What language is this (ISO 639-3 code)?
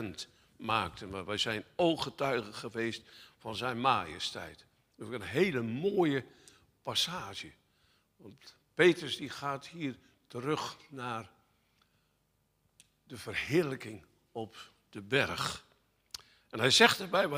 nld